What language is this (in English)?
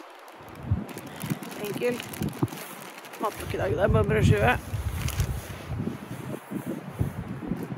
Norwegian